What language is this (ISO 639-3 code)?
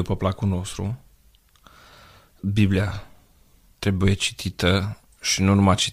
ron